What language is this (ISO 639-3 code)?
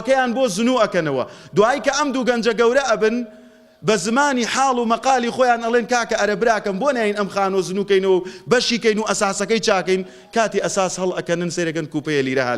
ckb